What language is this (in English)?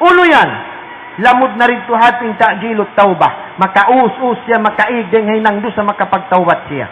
Tausug